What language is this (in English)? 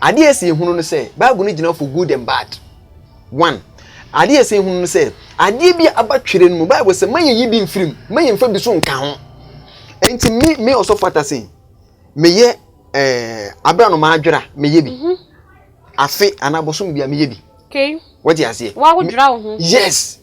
Akan